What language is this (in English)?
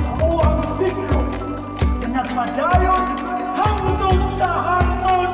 Cebuano